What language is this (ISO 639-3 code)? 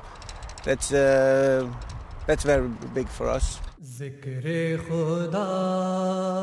urd